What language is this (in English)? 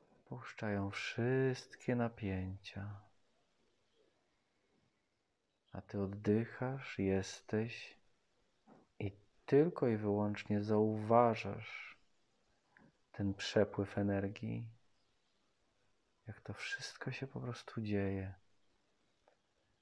Polish